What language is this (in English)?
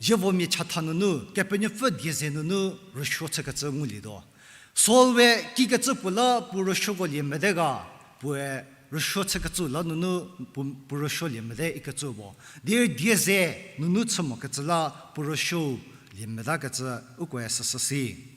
Angami Naga